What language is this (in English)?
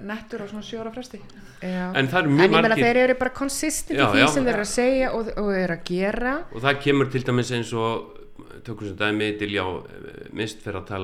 Icelandic